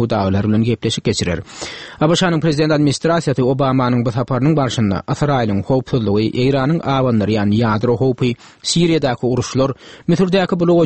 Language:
Turkmen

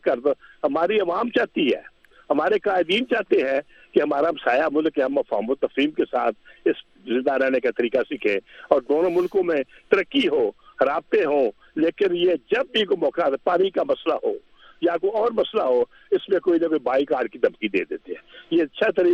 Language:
Urdu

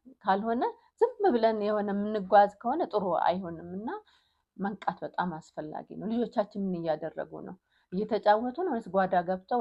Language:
Amharic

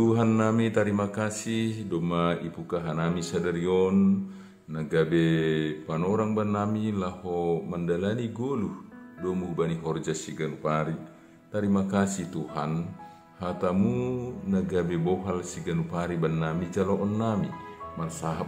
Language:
Batak Simalungun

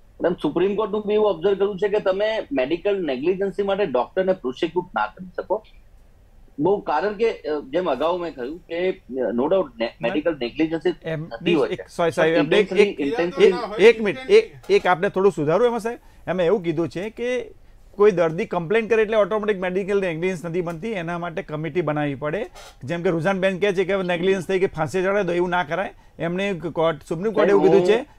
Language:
Gujarati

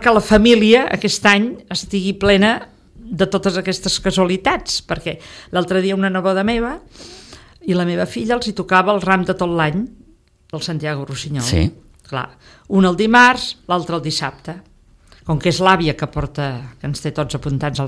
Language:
Catalan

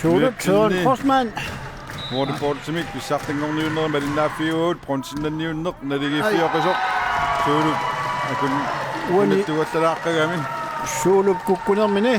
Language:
Kalaallisut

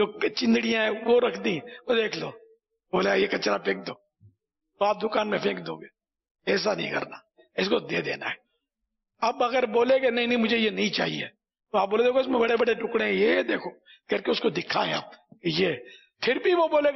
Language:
Urdu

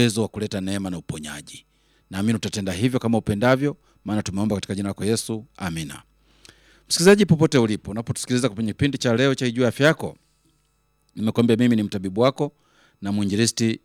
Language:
Swahili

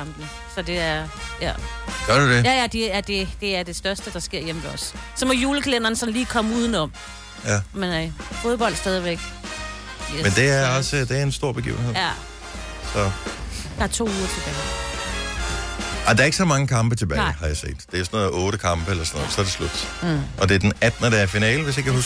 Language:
Danish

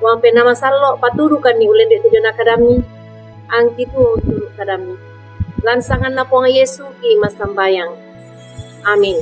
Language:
Toraja-Sa'dan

